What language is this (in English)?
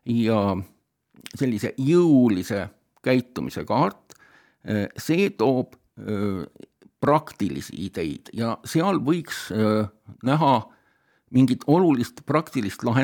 Estonian